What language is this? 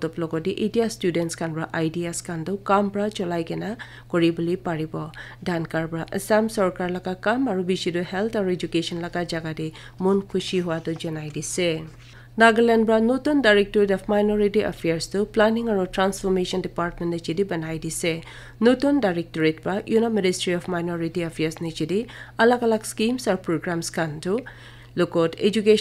Naga Pidgin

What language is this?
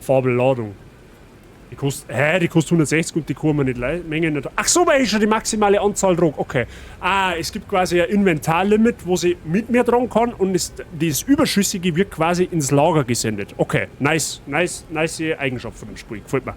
Bavarian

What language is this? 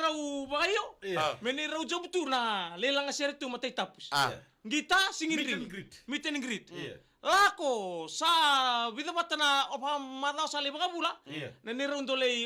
Fijian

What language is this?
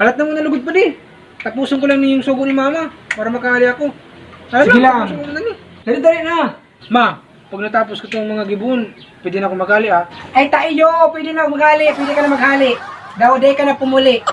Bikol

